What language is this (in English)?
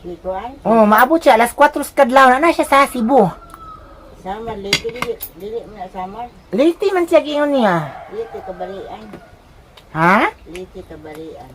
Cebuano